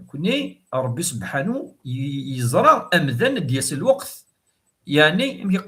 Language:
Kabyle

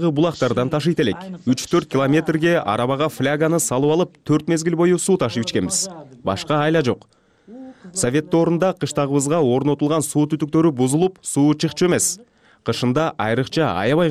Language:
Kyrgyz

